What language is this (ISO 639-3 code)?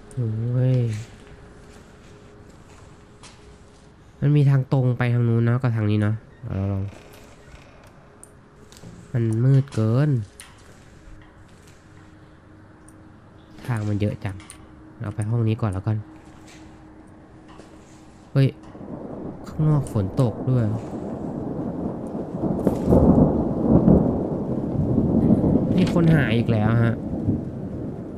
tha